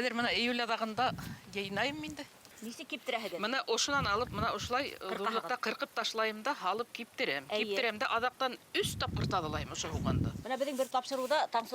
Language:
Bashkir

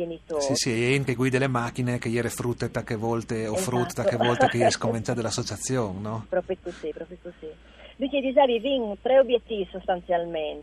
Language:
Friulian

